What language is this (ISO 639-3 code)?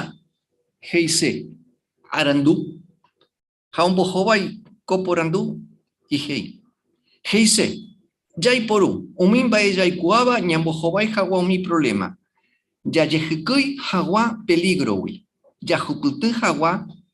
grn